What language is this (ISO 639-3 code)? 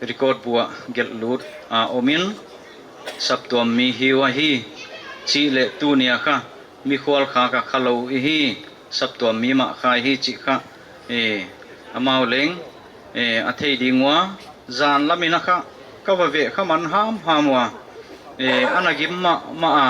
pck